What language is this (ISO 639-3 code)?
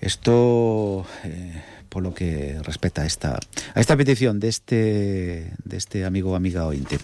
glg